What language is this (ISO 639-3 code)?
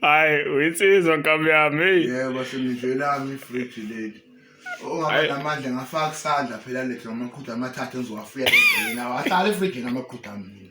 zul